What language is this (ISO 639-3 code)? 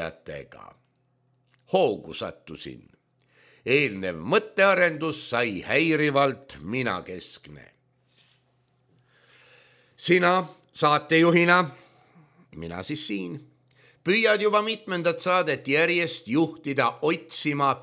est